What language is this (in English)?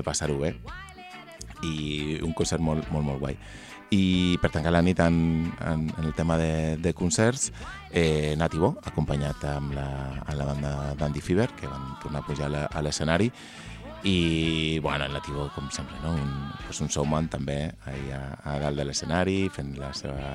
Catalan